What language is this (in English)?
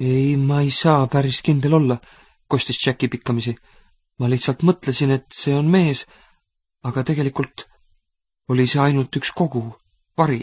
Estonian